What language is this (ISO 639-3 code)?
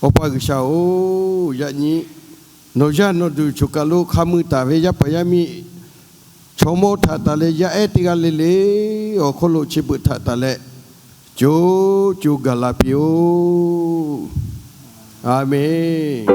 lhu